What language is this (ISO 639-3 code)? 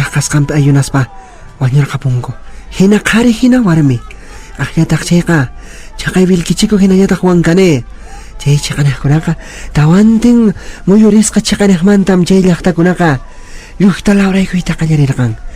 que